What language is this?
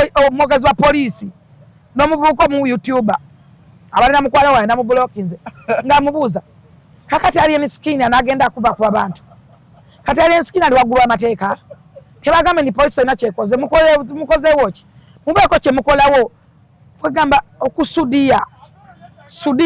Ganda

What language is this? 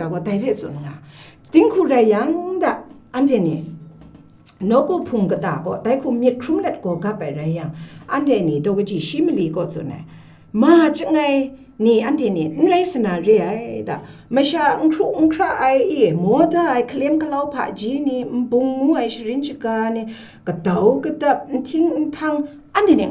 Kachin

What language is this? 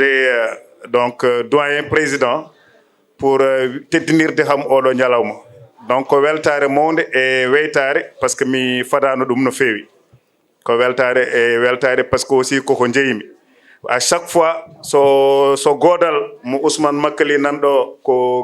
Fula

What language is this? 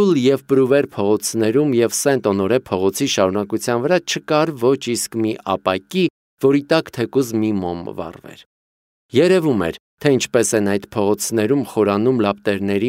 Armenian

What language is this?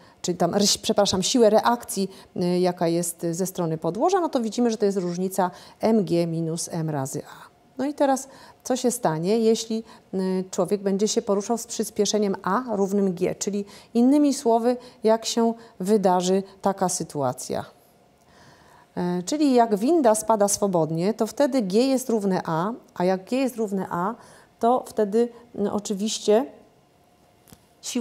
Polish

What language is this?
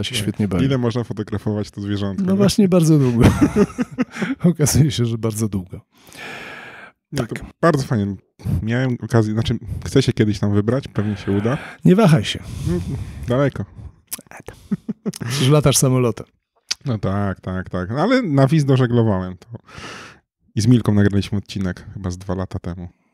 Polish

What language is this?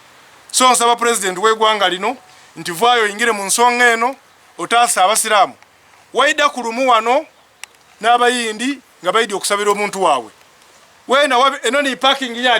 Soga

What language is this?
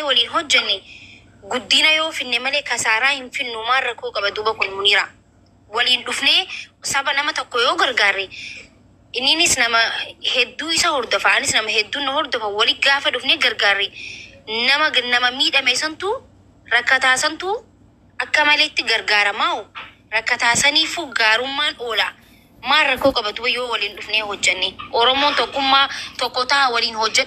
Oromo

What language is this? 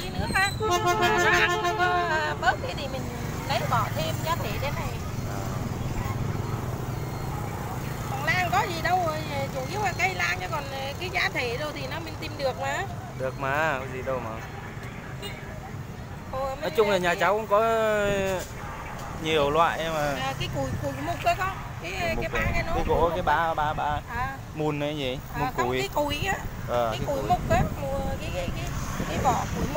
Vietnamese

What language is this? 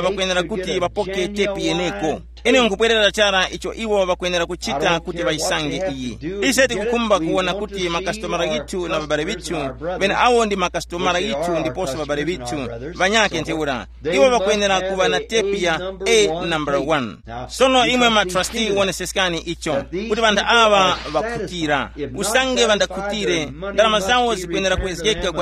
Tumbuka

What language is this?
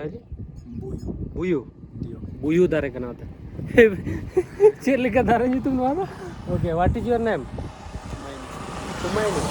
Santali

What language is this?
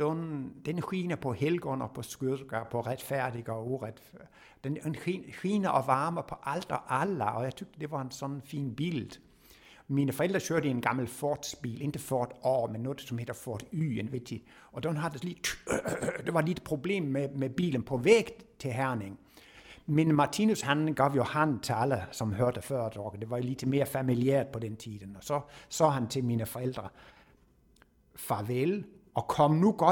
Danish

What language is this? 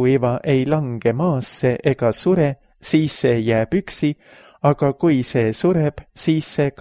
Estonian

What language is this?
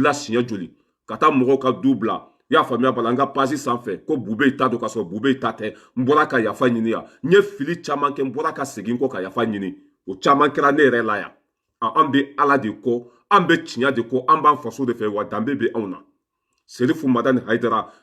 Bambara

